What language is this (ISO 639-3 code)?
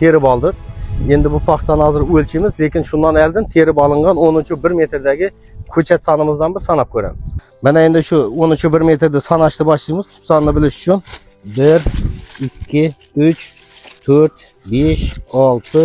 uzb